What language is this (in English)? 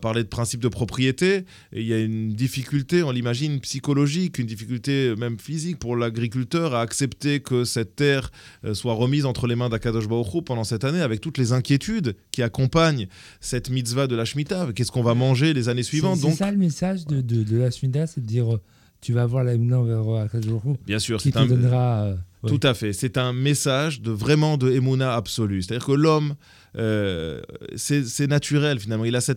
French